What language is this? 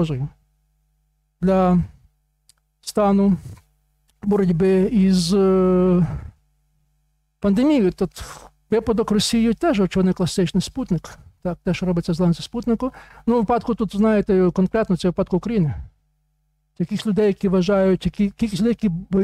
Ukrainian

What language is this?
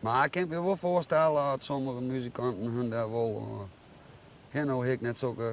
Western Frisian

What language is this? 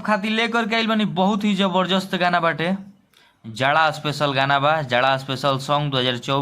Bhojpuri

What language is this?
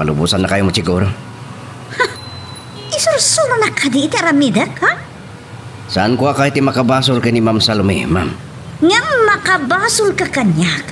Iloko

